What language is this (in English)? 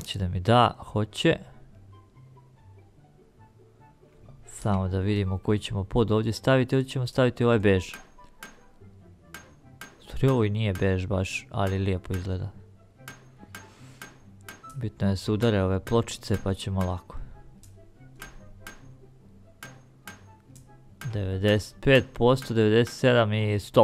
Croatian